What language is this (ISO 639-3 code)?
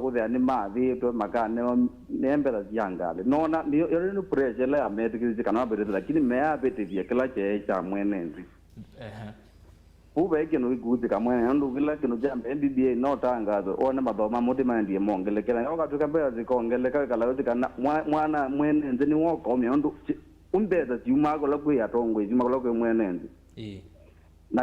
kam